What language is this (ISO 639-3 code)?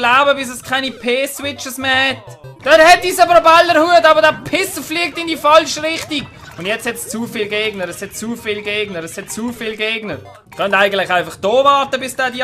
gsw